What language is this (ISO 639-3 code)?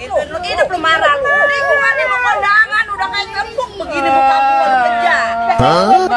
bew